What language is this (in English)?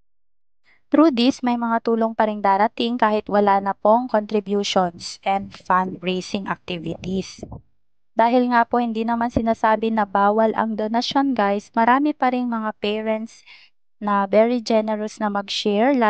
Filipino